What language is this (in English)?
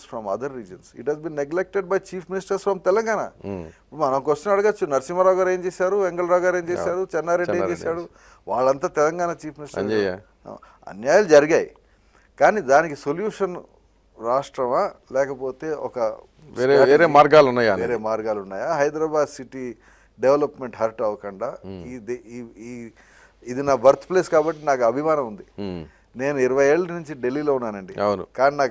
Telugu